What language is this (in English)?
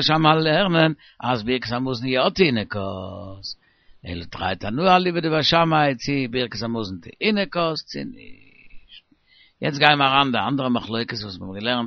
Yiddish